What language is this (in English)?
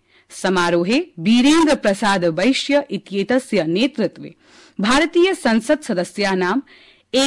Sanskrit